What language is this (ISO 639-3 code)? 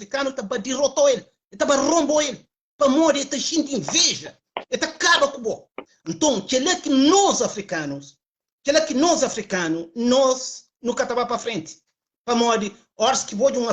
kea